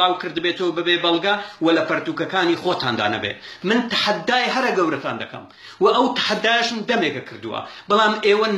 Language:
Central Kurdish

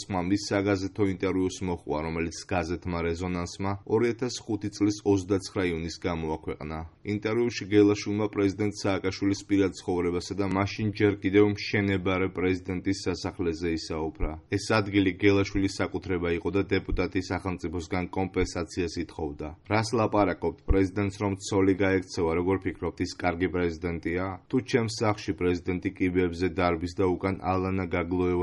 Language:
Georgian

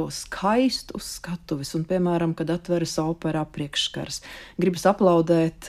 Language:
Latvian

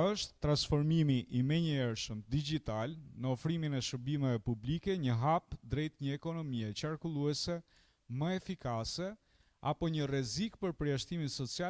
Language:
Albanian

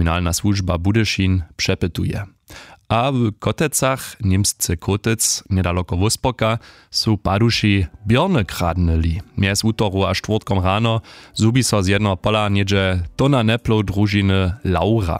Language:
Upper Sorbian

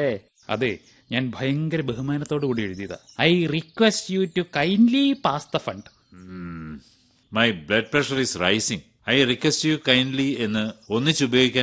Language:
Malayalam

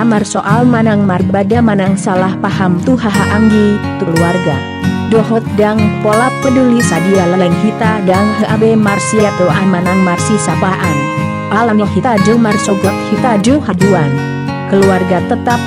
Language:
Batak Toba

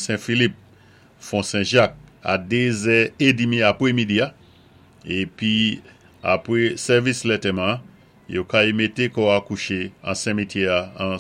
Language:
Saint Lucian Creole French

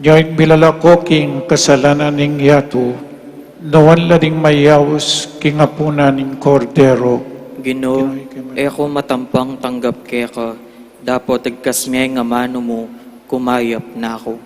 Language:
Pampanga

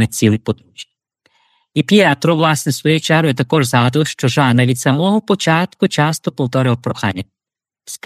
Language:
Ukrainian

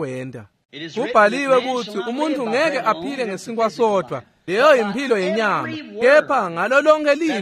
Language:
Swati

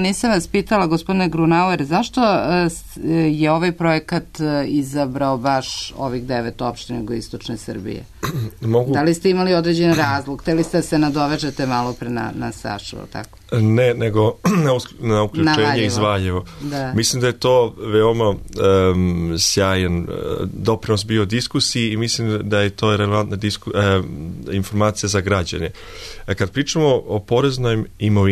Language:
Serbian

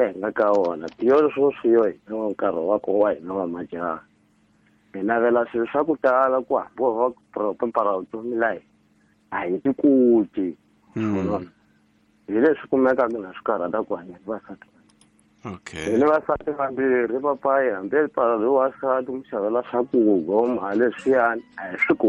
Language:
Tsonga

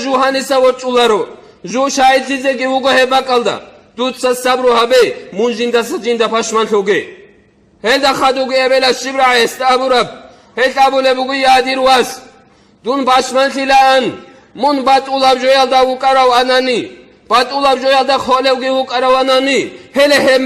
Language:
Avaric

